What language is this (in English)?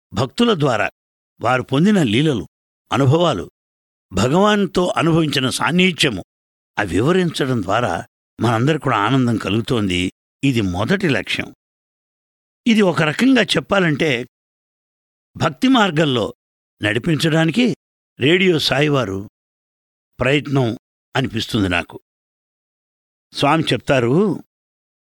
Telugu